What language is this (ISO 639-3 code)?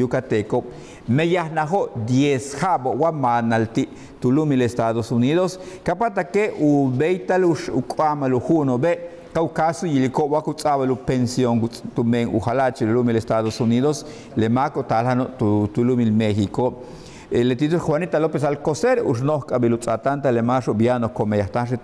yua